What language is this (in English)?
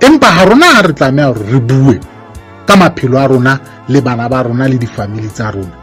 Southern Sotho